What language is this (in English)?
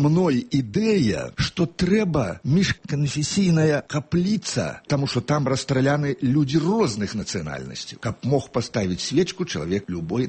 Belarusian